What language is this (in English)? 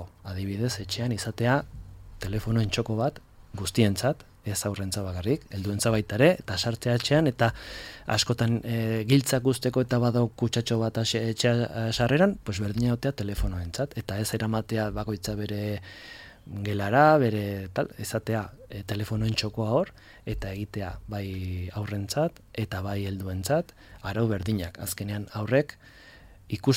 Basque